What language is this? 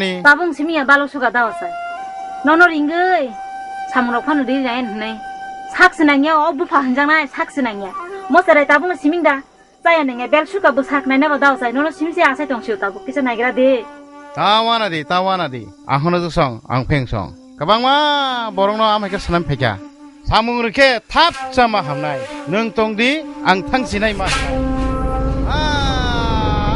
Kok Borok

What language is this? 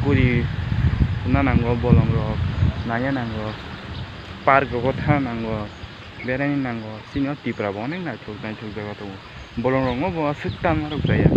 Kok Borok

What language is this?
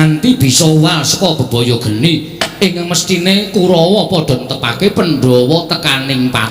Javanese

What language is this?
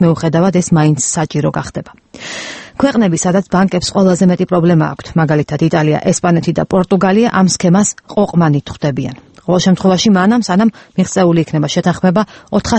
Georgian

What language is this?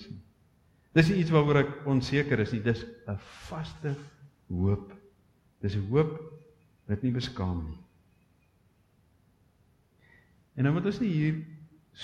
Afrikaans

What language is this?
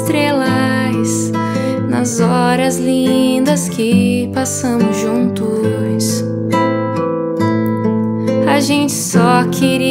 Portuguese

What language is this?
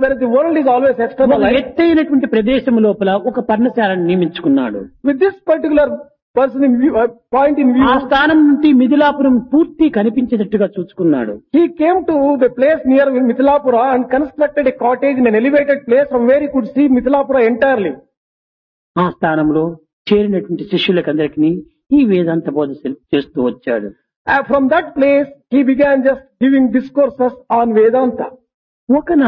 Telugu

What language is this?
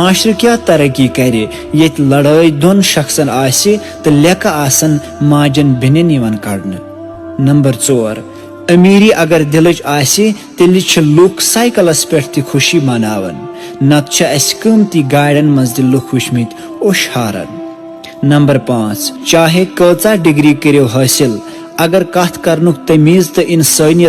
Kashmiri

